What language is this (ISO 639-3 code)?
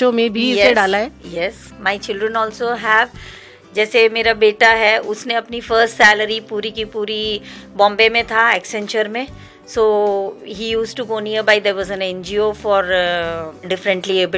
hin